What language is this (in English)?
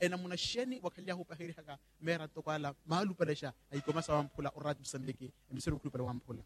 Makhuwa